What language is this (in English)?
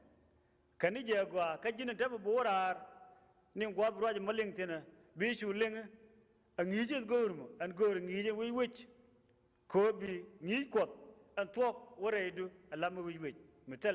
Nuer